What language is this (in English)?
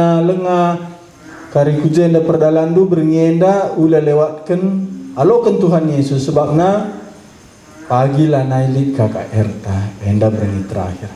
Batak Karo